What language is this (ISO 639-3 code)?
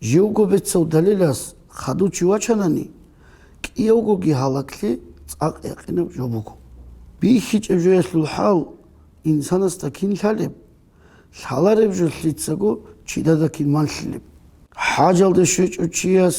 ava